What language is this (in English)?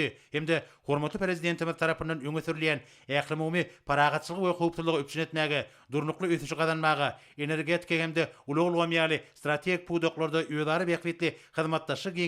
Turkmen